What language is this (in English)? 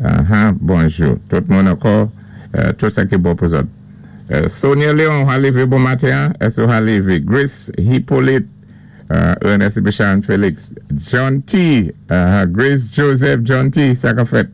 Saint Lucian Creole French